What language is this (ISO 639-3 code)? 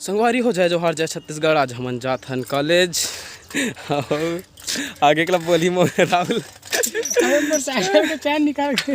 hne